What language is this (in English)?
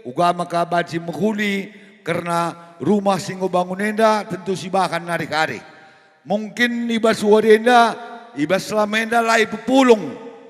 Batak Karo